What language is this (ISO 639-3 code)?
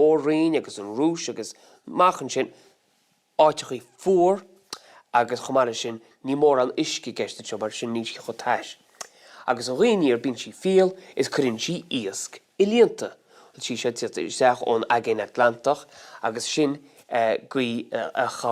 gle